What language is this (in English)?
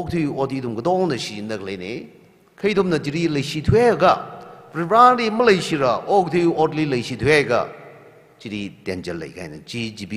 Tangkhul Naga (India)